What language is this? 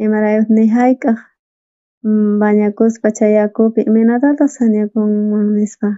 South Bolivian Quechua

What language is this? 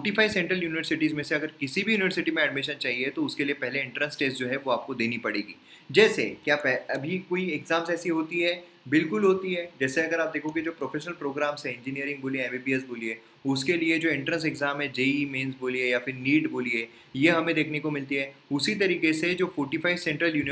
Hindi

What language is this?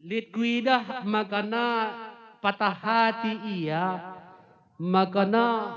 Batak Karo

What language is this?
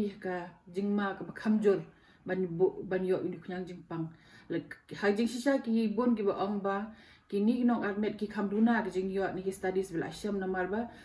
Khasi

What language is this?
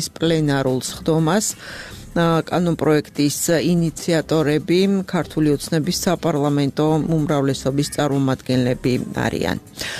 Georgian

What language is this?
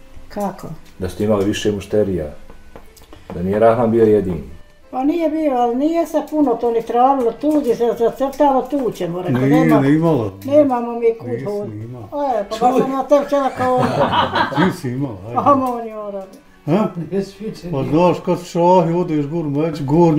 Bosnian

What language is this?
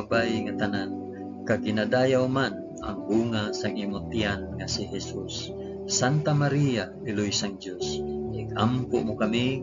Hiligaynon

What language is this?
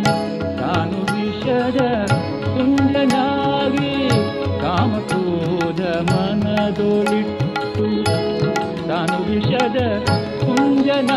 Kannada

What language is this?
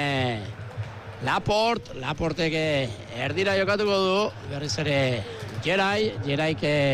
Basque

